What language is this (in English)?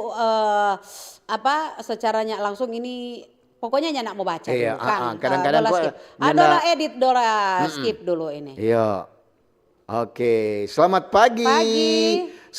Manado Malay